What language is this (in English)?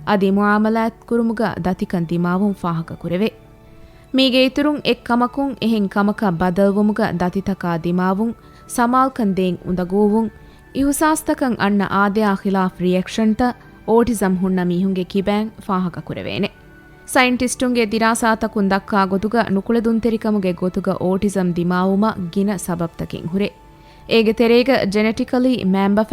Divehi